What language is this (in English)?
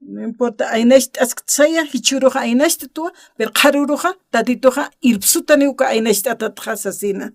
Aymara